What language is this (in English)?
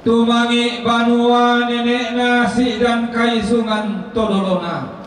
Toraja-Sa'dan